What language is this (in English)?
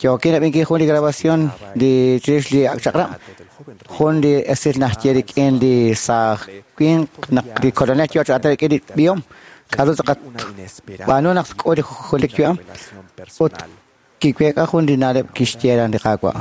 Kekchí